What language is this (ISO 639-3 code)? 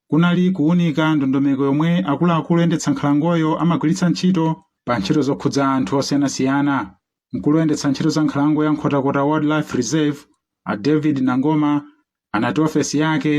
nya